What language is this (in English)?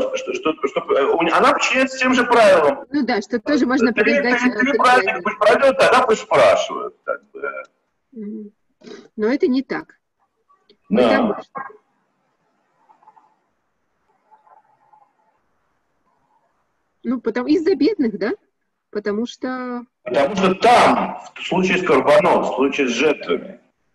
Russian